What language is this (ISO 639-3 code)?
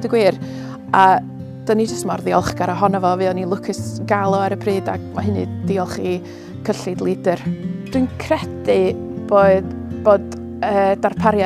cym